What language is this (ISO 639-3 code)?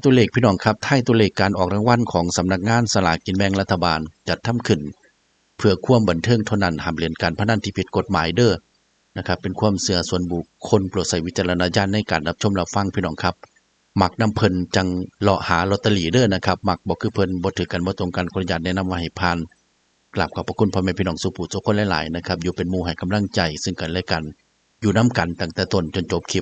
tts